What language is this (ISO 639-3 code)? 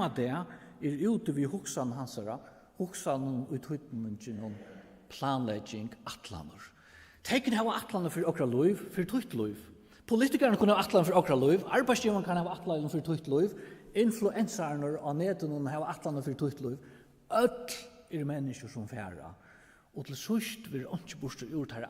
fao